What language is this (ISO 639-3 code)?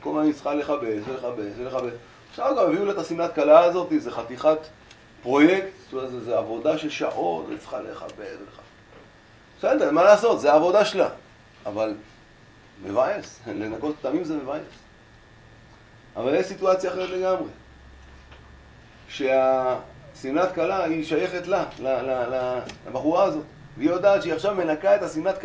heb